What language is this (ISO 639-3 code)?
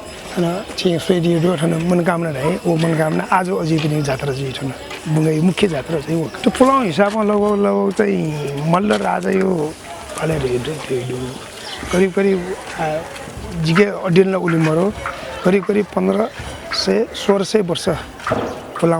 new